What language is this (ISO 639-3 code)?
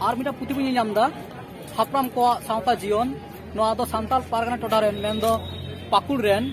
sat